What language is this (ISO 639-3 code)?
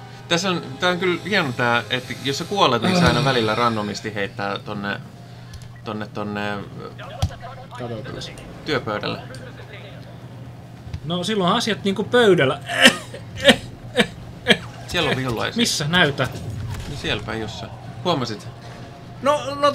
fin